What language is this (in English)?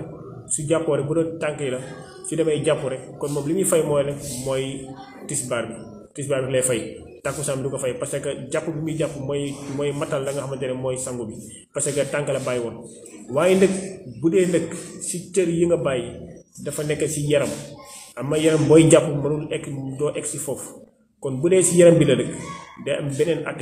Wolof